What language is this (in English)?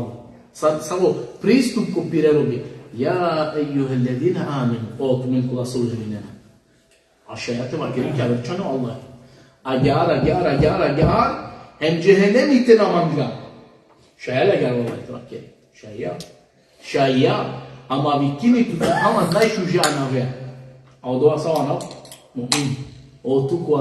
Balkan Romani